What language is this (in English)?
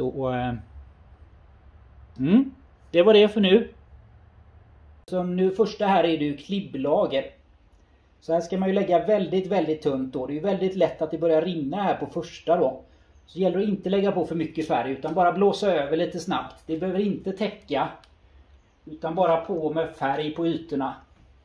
Swedish